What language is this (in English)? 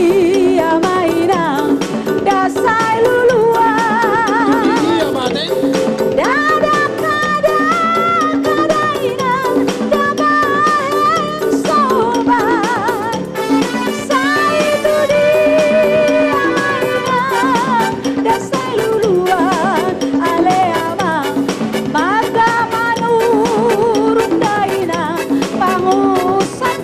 Batak Toba